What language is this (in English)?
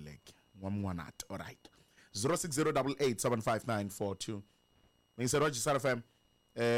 Tsonga